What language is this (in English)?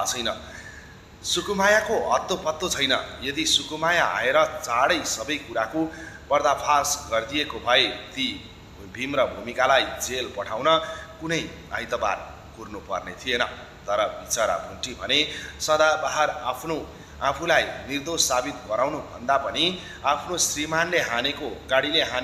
Nepali